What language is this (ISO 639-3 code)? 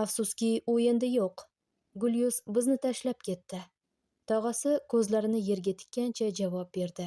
uzb